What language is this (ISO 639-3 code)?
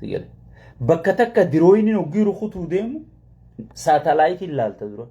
orm